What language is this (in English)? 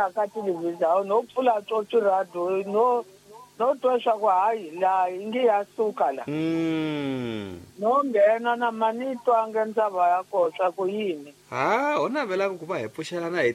Tsonga